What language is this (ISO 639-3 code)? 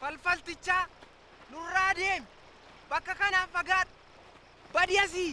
orm